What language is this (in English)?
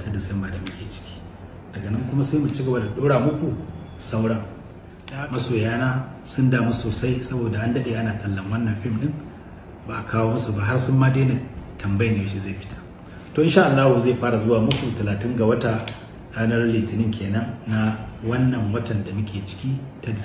Hausa